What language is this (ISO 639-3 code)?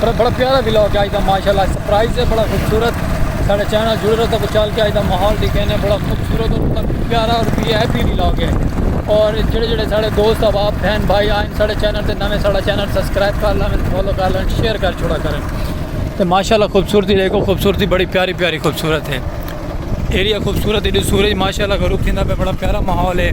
skr